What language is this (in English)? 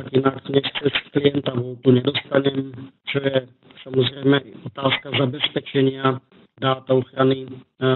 Slovak